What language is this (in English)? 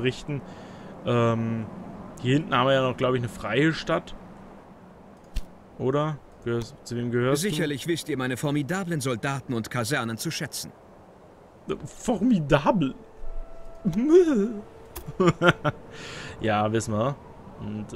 German